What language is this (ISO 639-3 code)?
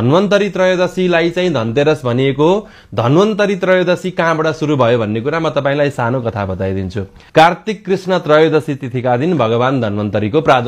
nep